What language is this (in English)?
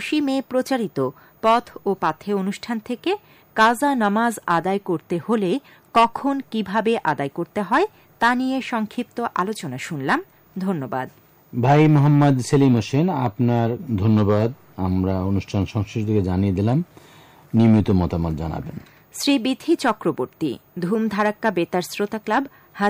Bangla